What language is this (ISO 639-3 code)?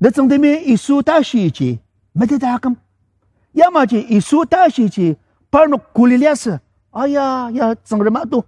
njo